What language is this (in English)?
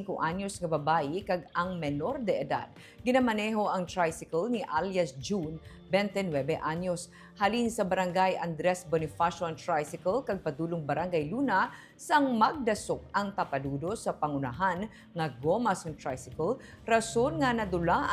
Hiligaynon